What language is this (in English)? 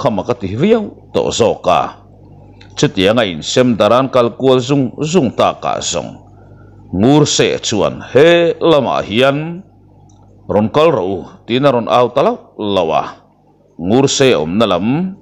Mizo